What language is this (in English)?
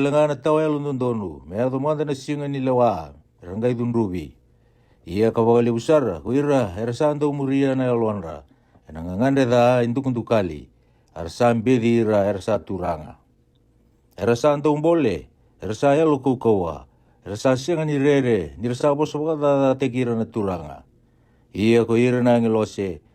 Fijian